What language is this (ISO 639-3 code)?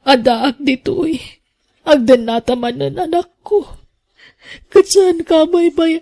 ilo